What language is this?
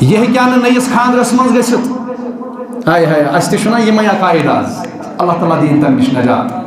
Kashmiri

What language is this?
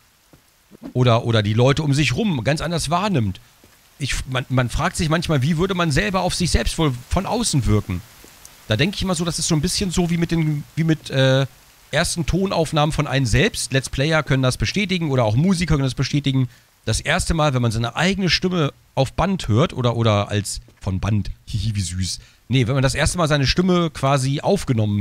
German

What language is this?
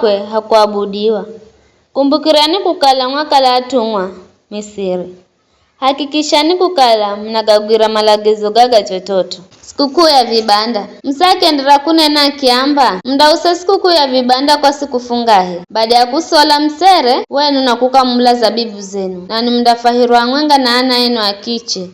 Giryama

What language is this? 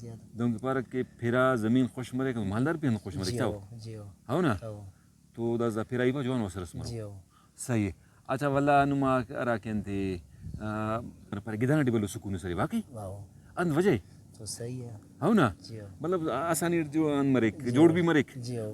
Brahui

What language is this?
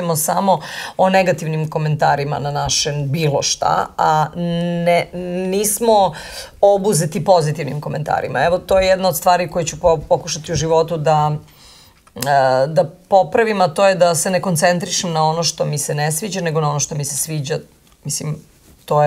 Serbian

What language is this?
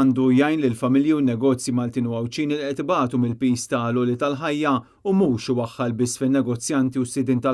Maltese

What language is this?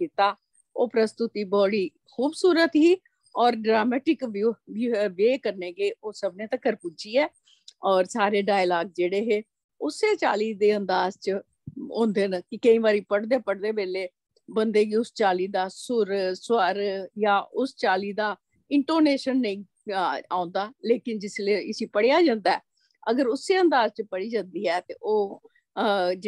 Dogri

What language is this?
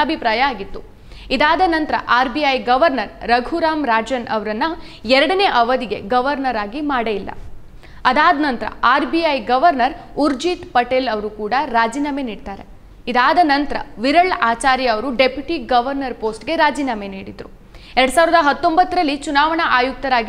Kannada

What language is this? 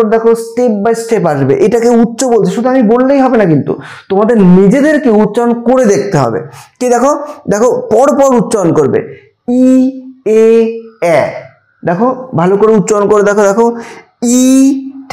Bangla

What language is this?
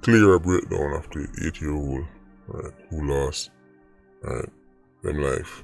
Jamaican Creole English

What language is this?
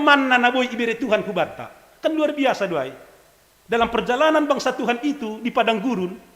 Batak Simalungun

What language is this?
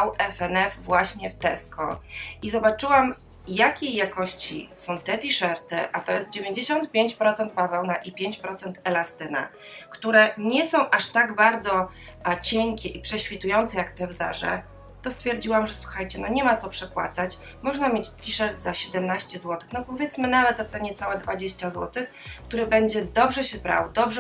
Polish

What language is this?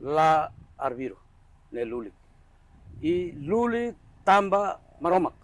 Tetum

